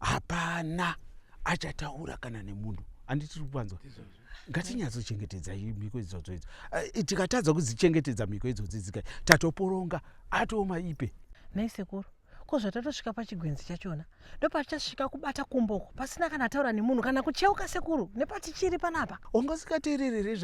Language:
Shona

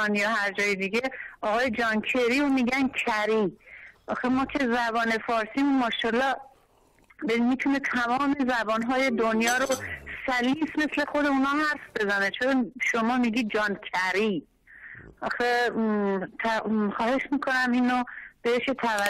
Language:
Persian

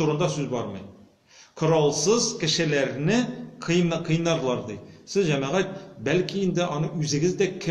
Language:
Tatar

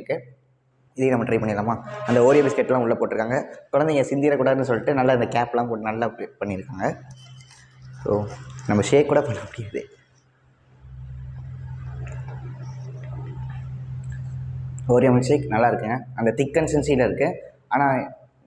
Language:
Tamil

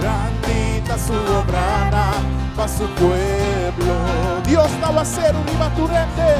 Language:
Papiamento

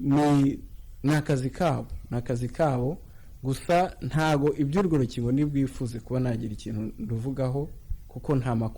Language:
Kinyarwanda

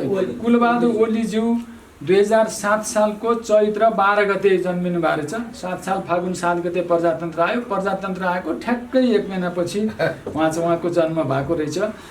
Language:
Nepali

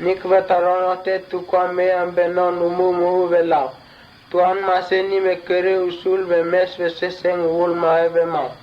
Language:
Mota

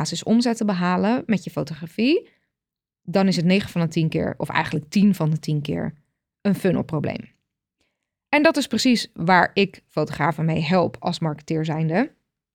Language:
Dutch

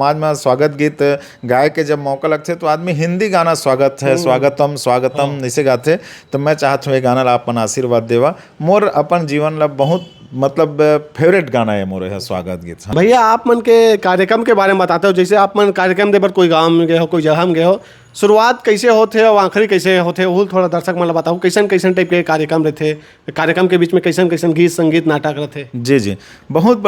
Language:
Chhattisgarhi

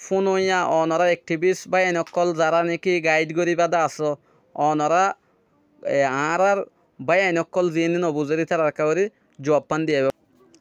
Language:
Rohingya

